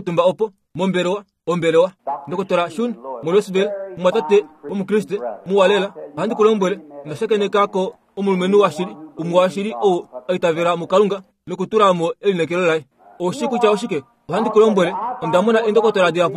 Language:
Kuanyama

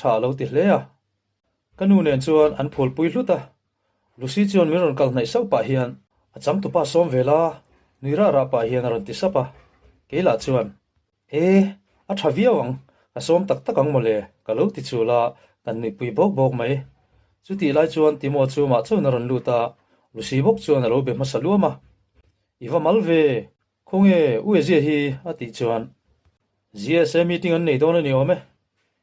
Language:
Mizo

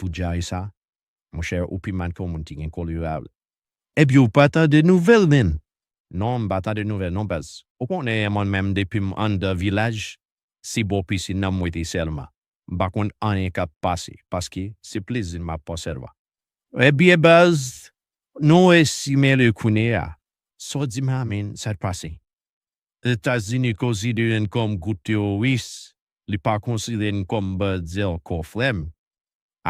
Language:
Haitian Creole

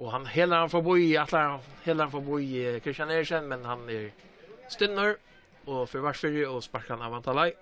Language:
Faroese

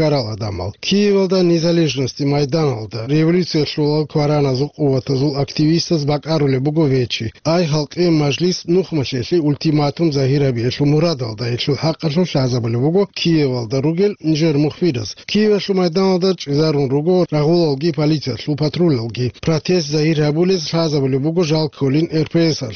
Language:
Avaric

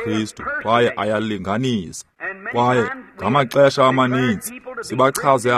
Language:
Xhosa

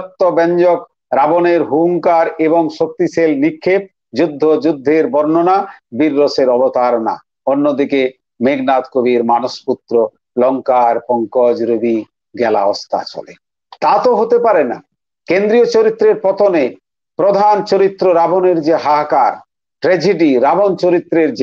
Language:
Bangla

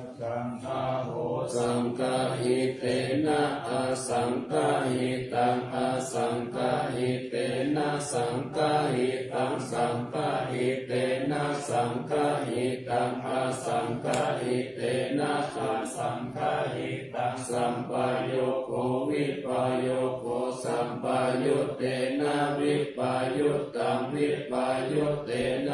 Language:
Pali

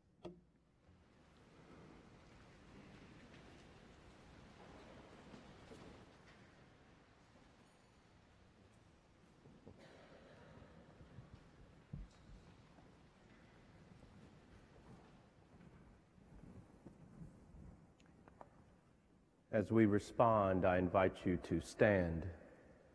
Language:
English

